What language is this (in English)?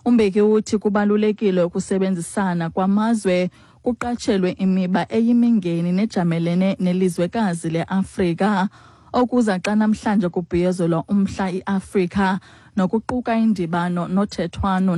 Xhosa